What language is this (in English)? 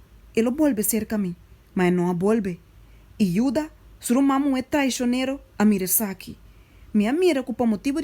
Papiamento